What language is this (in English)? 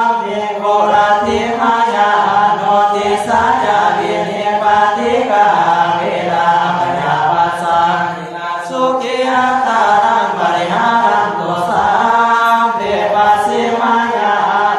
Pali